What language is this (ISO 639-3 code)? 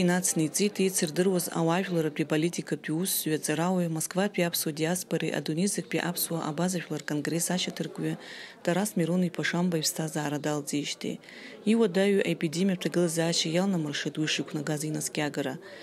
abk